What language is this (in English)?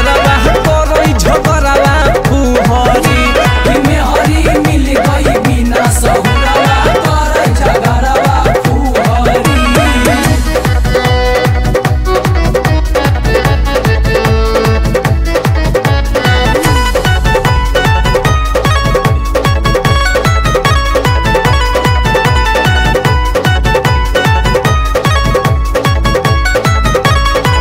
Bhojpuri